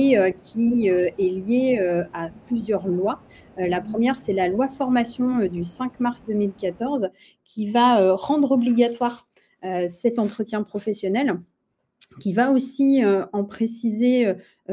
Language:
French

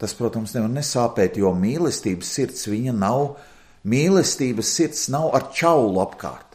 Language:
Latvian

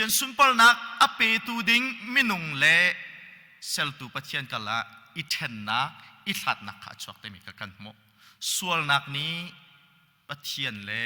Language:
Hakha Chin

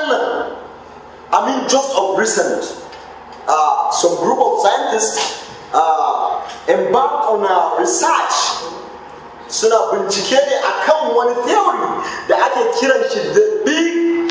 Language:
Hausa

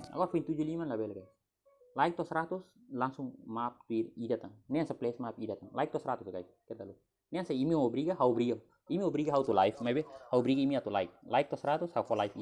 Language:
Tetum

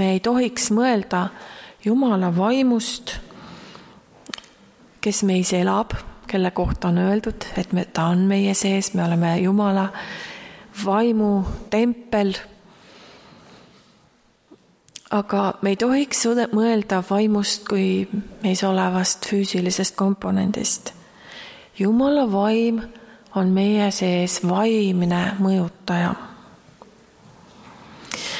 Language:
Estonian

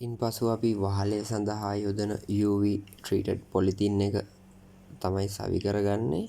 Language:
Sinhala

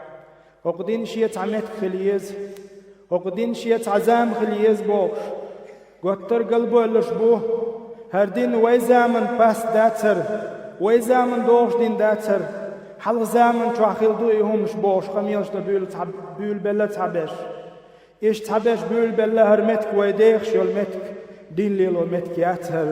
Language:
Chechen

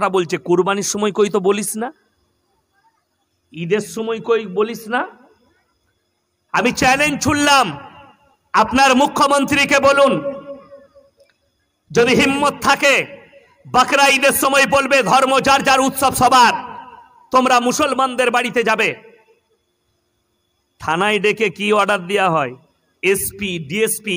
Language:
Bangla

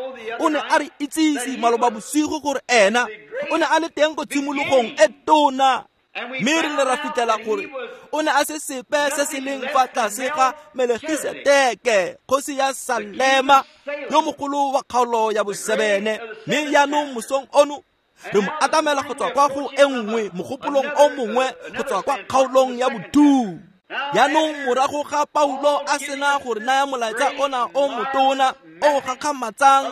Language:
Tswana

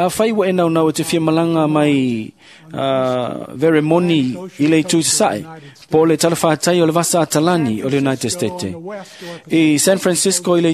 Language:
Samoan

